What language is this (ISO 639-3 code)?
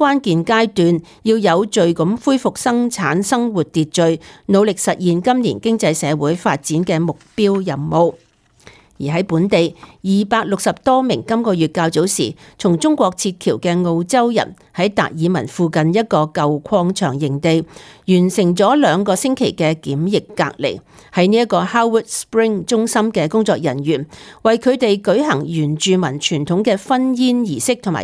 yue